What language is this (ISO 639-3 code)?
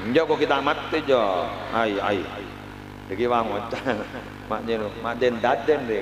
mad